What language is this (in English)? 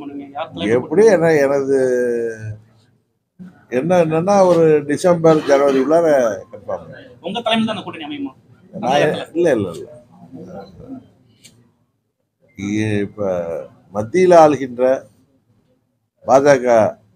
Tamil